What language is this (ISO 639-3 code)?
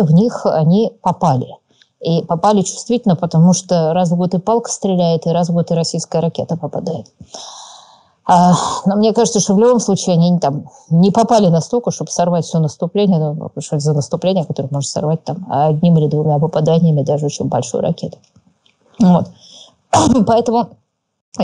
rus